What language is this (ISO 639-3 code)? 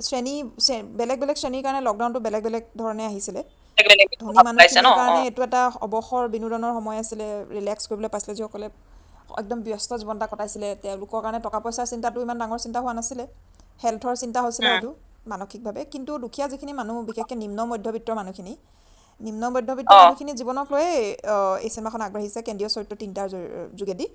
asm